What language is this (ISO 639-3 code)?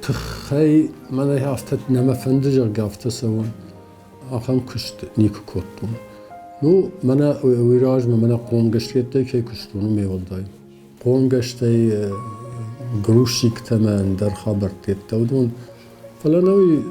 oss